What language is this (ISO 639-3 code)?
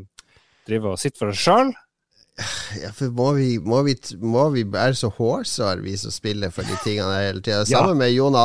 nor